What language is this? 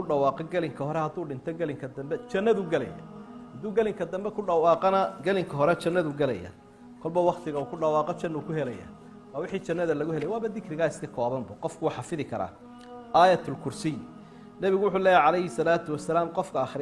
Somali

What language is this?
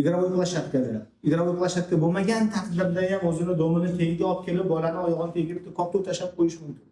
Uzbek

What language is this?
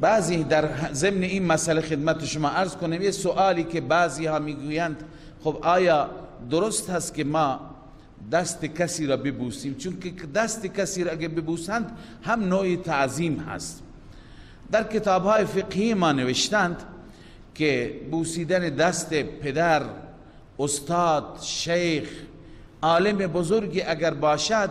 Persian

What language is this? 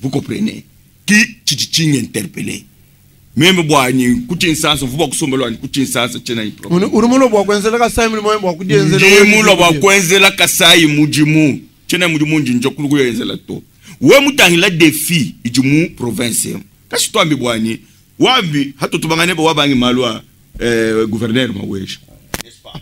Luba-Lulua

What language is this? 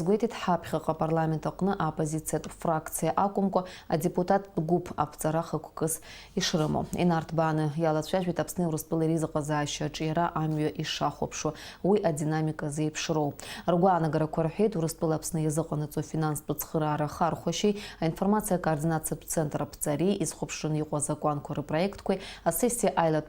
Abkhazian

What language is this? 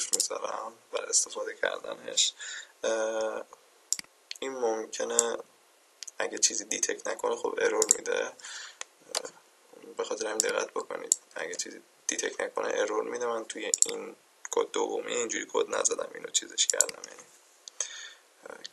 Persian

